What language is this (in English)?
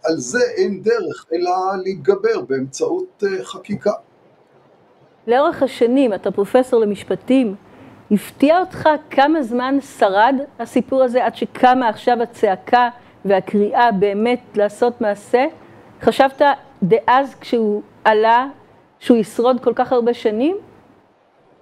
Hebrew